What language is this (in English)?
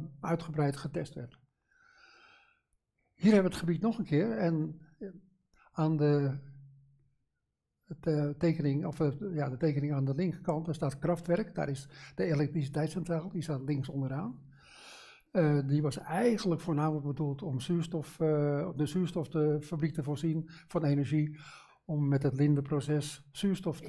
Dutch